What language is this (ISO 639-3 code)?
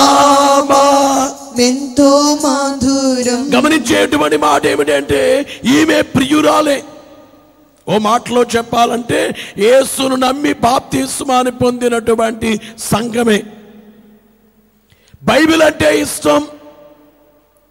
tel